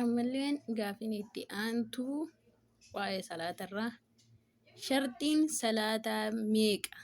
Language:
Oromo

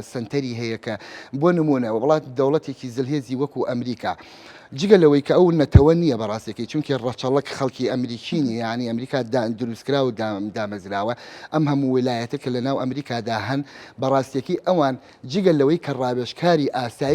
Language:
Central Kurdish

